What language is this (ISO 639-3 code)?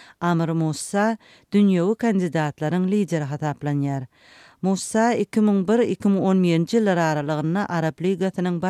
tuk